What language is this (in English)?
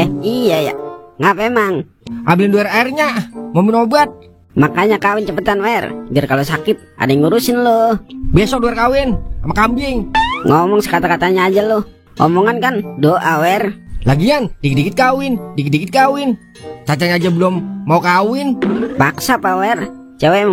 Betawi